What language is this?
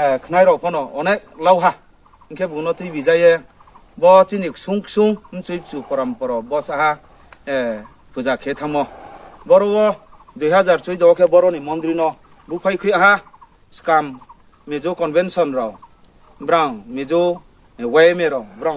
Riang (India)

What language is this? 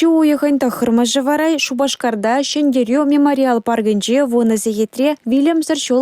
Chuvash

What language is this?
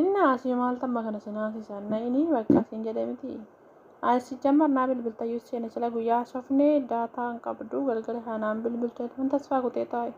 Oromo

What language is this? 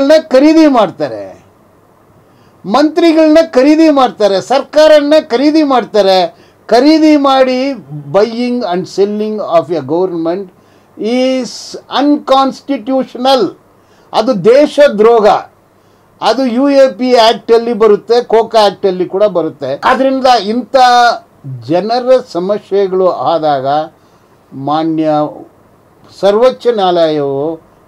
Kannada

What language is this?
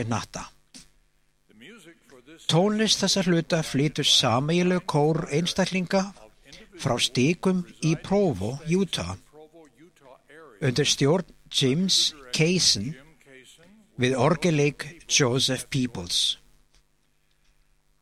Icelandic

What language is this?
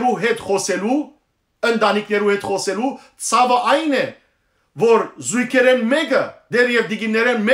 Western Armenian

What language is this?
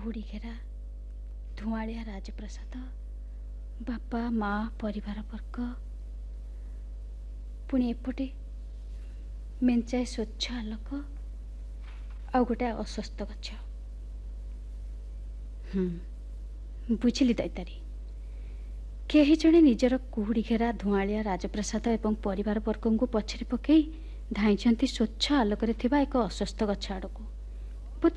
Odia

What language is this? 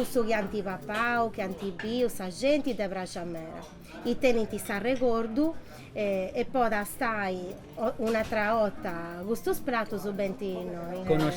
Sardinian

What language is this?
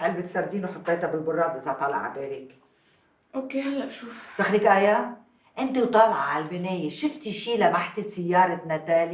North Levantine Arabic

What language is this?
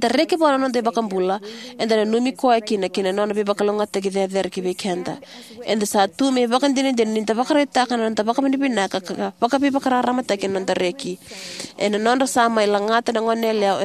Fijian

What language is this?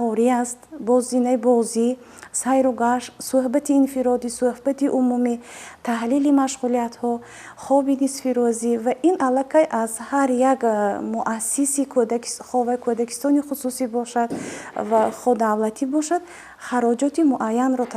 Tajik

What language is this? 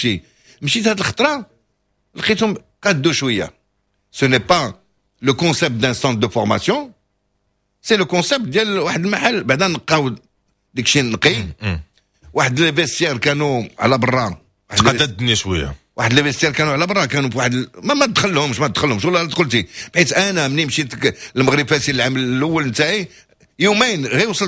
Moroccan Arabic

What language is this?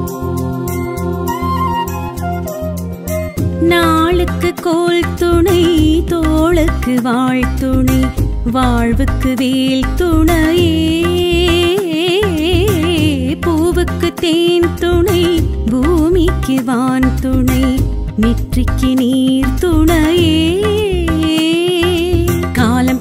Tamil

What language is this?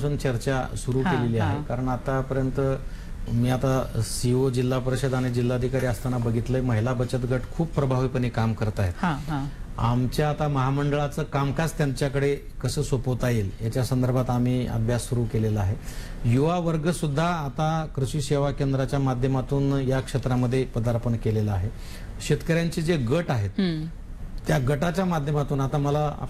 Marathi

